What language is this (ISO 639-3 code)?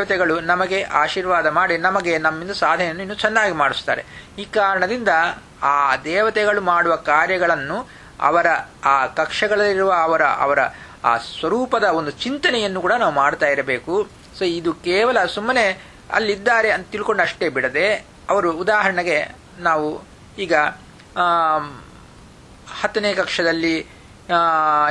kan